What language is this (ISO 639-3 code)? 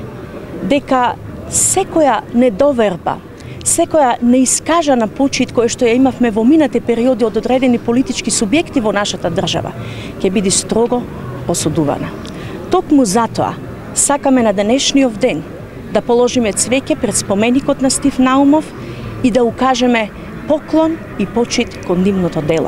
mkd